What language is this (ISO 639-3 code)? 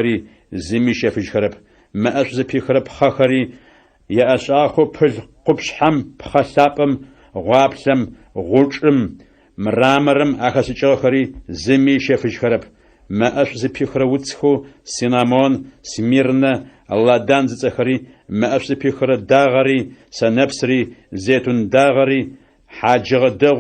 ady